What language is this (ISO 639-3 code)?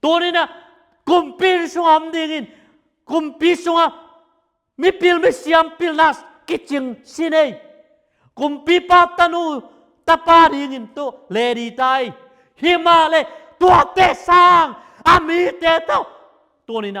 ctd